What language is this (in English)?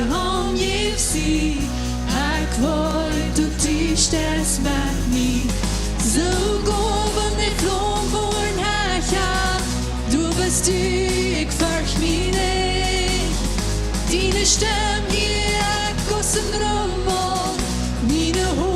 Plautdietsch